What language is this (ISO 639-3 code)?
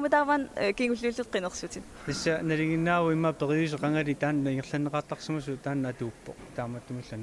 kal